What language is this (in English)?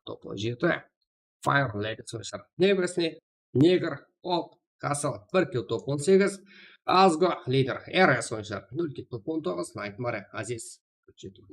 Kara-Kalpak